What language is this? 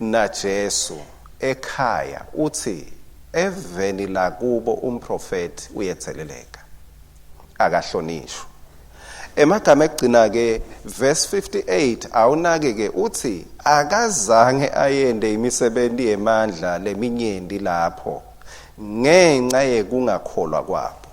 Swati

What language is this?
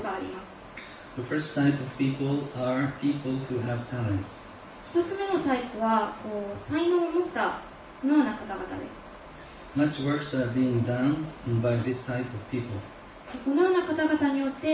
Japanese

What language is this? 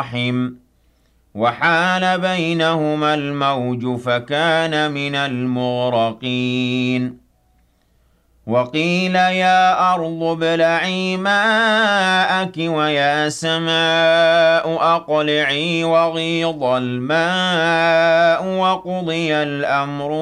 Arabic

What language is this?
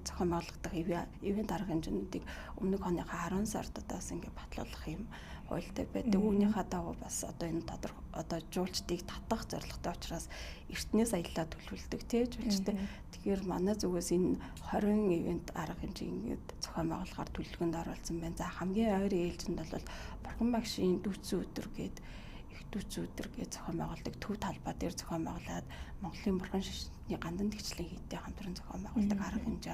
Mongolian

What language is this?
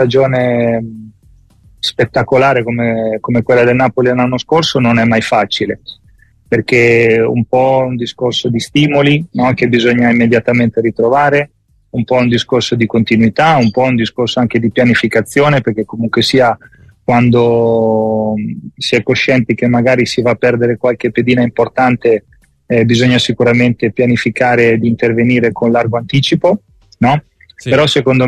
Italian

